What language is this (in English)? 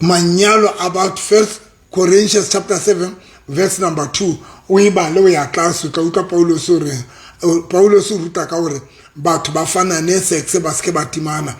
Southern Sotho